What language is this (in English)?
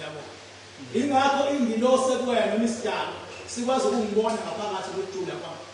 Zulu